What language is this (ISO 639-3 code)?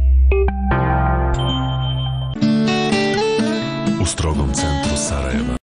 bos